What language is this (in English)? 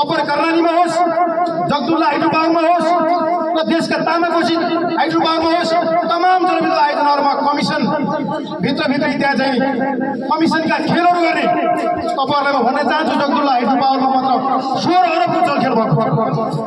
Nepali